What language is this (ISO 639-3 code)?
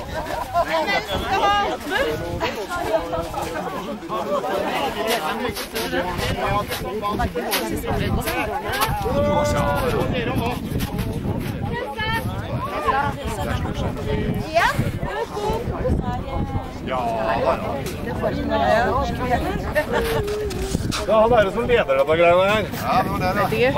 nor